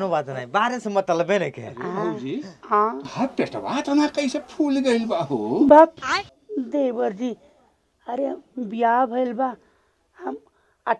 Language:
Bhojpuri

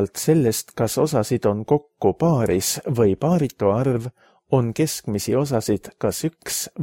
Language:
Estonian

